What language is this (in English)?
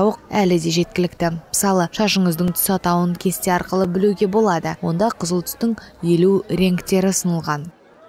Kazakh